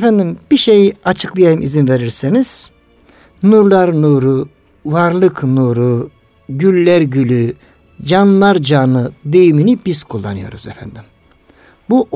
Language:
Turkish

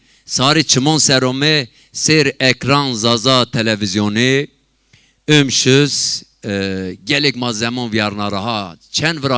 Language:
Zaza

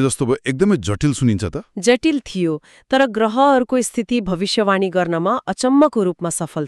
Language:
Nepali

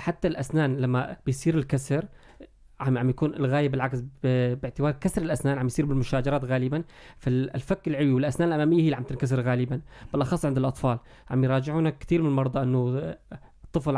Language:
North Levantine Arabic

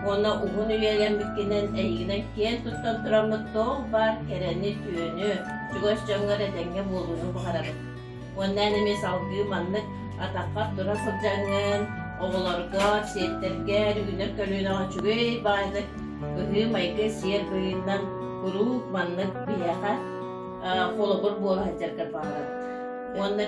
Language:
Yakut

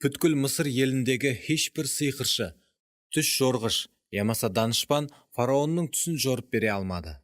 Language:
Kara-Kalpak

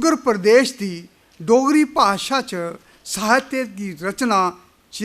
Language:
Dogri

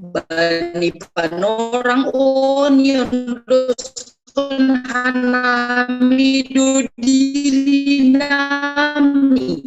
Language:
Batak Simalungun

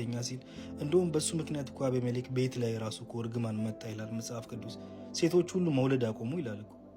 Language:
Amharic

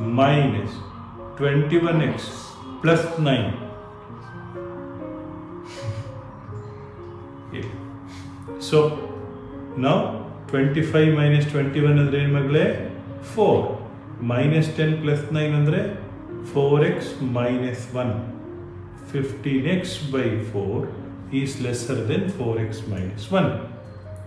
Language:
Kannada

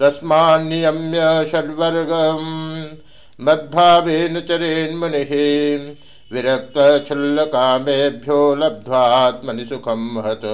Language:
Sanskrit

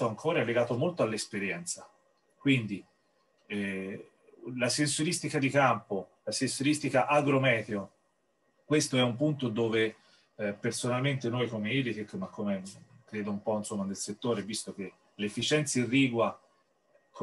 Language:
Italian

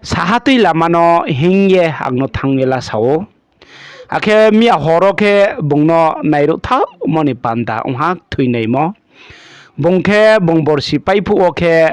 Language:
Riang (India)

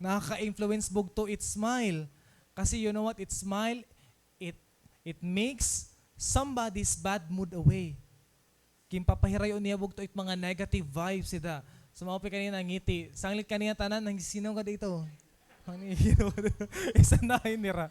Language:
Waray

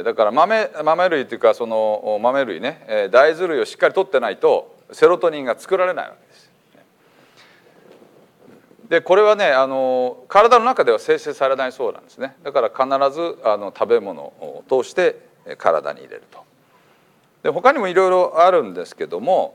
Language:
Japanese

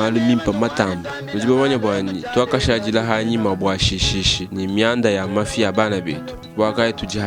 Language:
Luba-Lulua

